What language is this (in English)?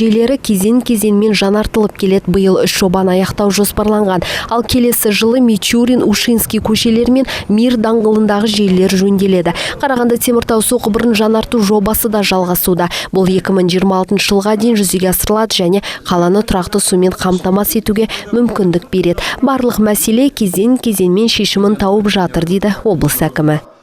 Kazakh